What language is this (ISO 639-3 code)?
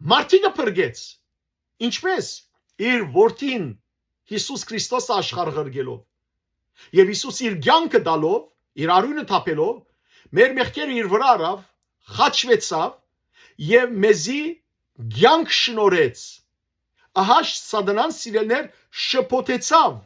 hyw